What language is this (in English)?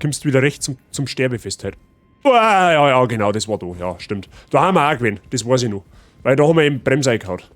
Bavarian